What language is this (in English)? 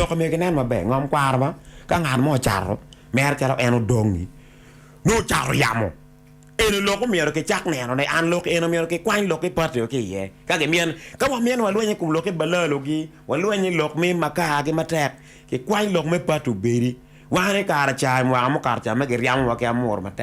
Acoli